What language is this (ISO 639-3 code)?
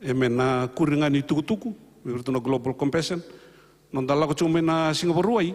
fij